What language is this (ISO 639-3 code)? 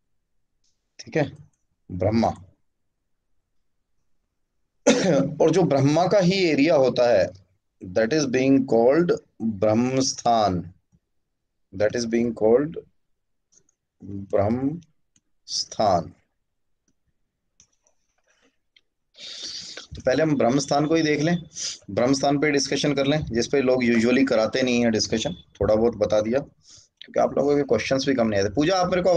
hin